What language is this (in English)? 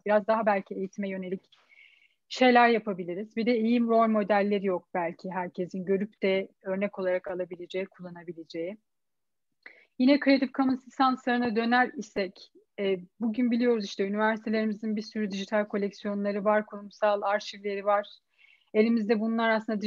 Turkish